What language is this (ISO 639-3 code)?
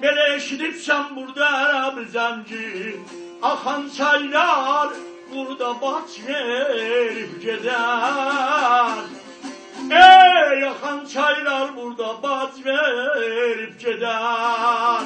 azb